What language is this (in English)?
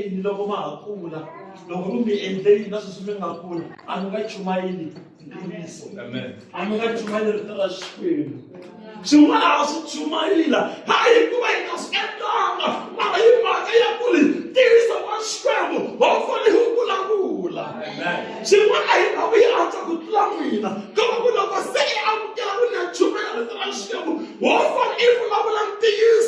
Tsonga